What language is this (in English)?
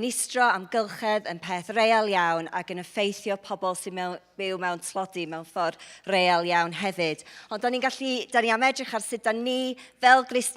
Welsh